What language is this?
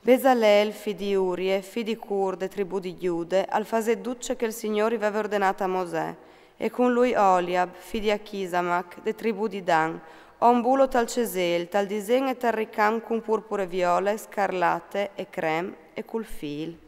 Friulian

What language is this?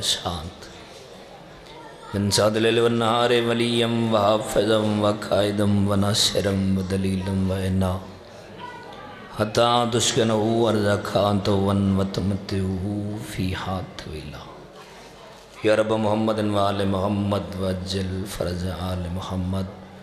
Urdu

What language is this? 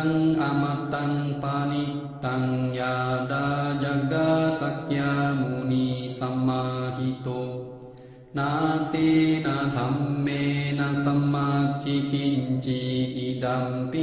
Pali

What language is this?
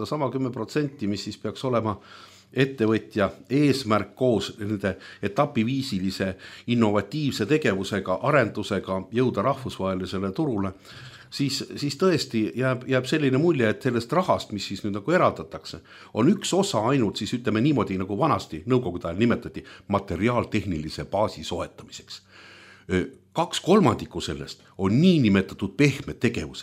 Estonian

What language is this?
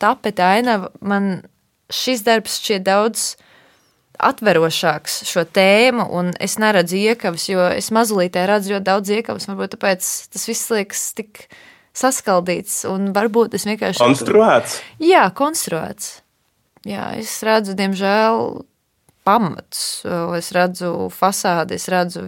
Latvian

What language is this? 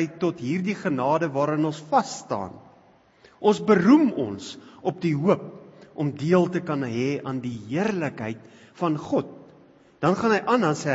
Afrikaans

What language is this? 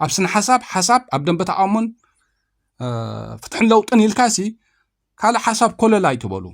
Tigrinya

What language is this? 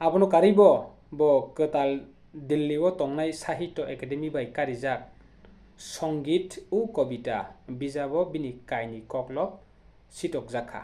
Kok Borok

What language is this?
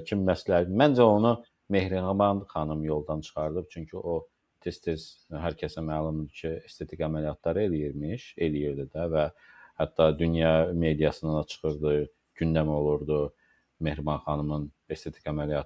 Azerbaijani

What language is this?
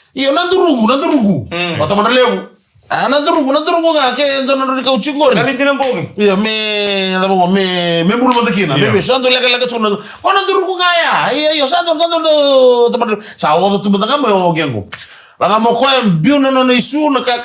Fijian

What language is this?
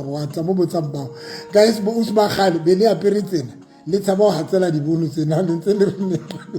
Southern Sotho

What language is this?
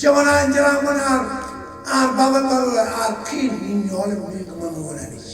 Marshallese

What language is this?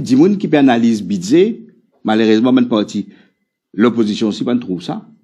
Morisyen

